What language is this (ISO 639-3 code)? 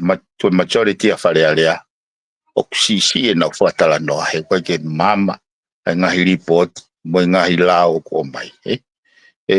ton